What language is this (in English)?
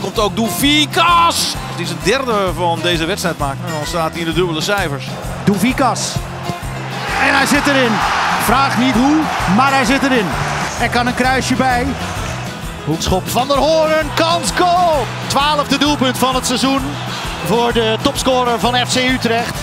Dutch